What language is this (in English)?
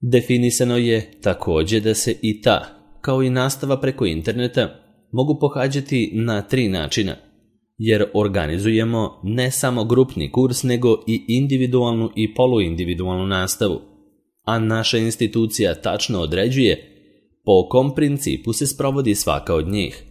Serbian